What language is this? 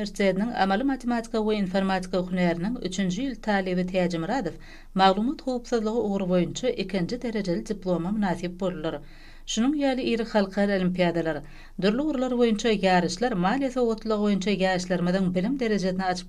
Turkmen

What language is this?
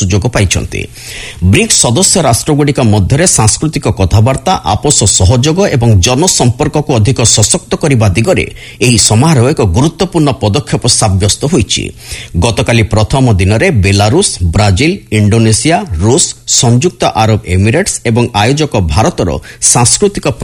Odia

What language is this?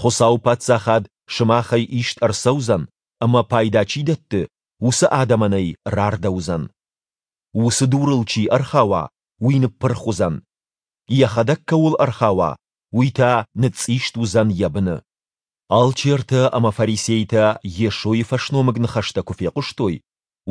Ossetic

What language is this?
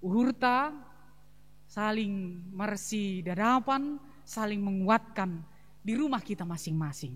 Batak Simalungun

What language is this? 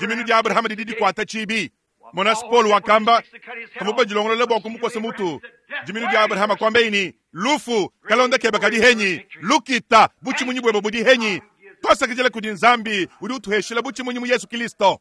Luba-Lulua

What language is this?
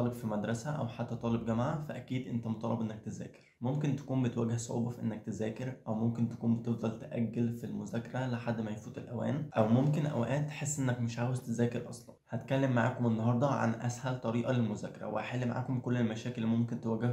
Egyptian Arabic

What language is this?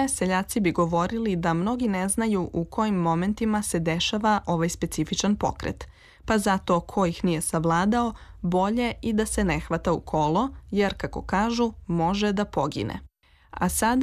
Serbian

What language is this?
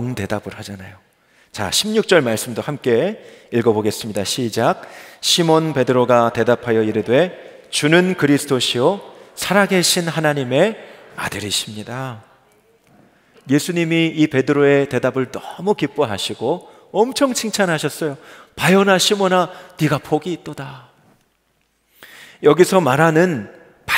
Korean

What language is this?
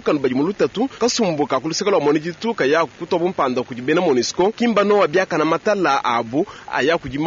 Luba-Lulua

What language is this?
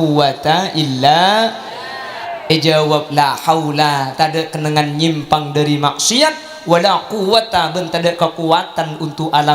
Madurese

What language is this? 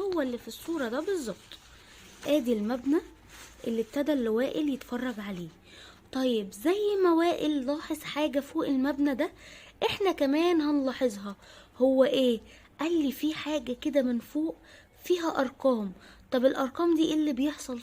Egyptian Arabic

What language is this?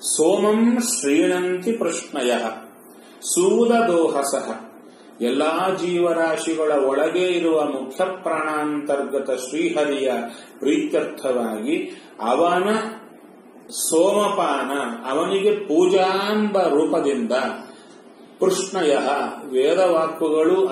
Kannada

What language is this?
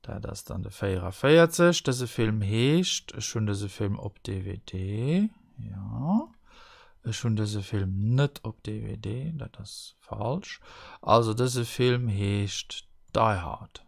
Luxembourgish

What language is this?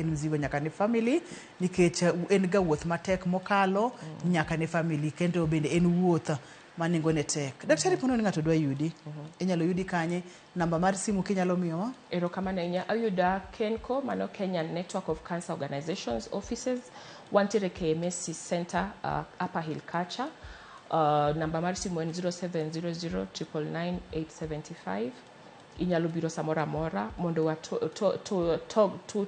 Luo (Kenya and Tanzania)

